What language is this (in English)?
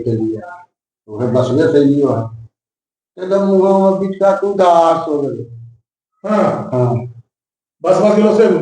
Magahi